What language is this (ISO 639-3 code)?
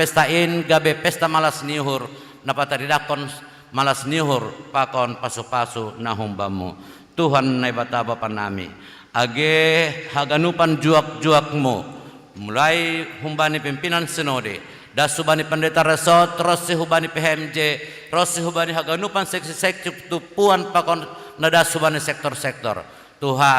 bts